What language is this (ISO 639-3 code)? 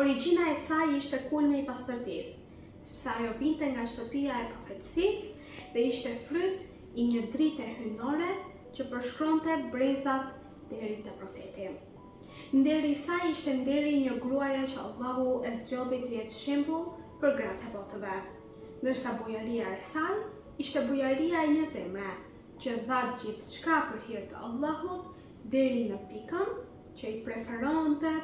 sqi